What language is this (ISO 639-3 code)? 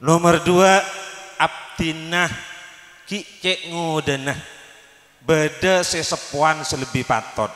mad